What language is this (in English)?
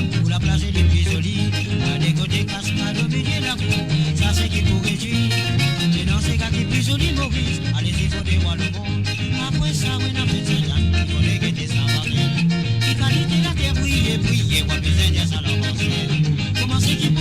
Morisyen